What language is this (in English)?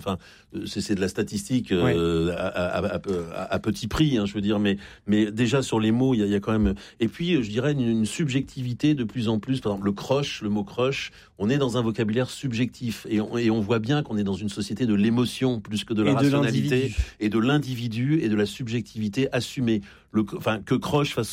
French